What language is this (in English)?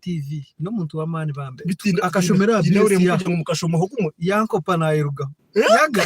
Nyankole